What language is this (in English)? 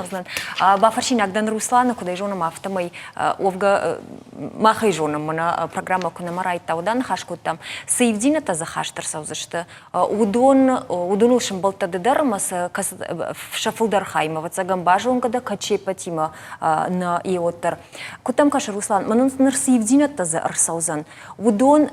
Ossetic